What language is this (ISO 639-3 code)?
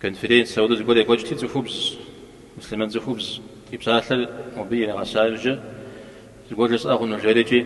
kbd